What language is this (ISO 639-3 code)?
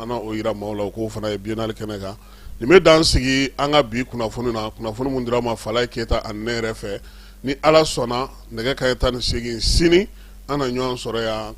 bam